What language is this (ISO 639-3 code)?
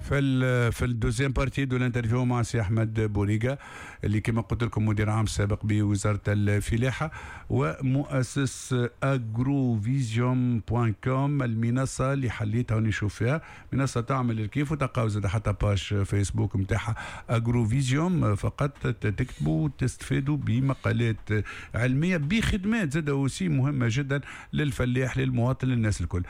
aeb